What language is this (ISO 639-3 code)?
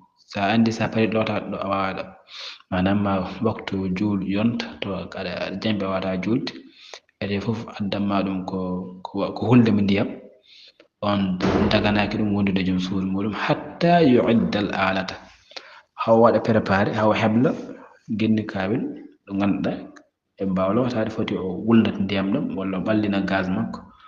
ful